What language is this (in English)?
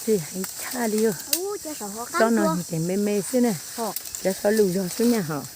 Hmong